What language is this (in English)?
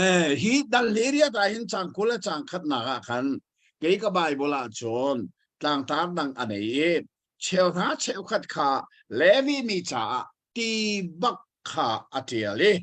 Hakha Chin